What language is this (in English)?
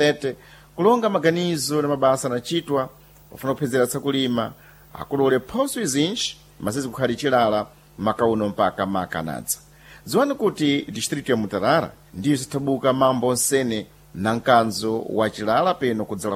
Sena